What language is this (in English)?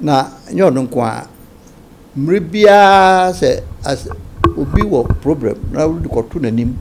Akan